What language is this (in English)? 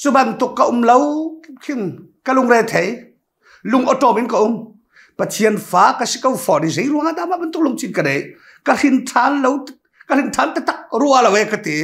Hakha Chin